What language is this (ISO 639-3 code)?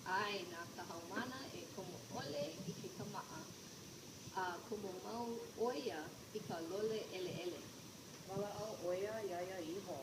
haw